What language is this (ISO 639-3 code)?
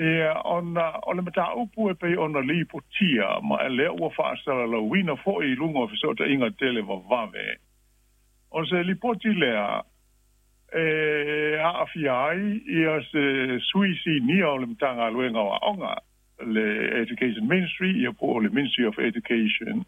smo